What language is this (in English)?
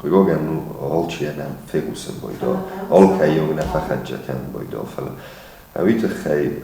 Ossetic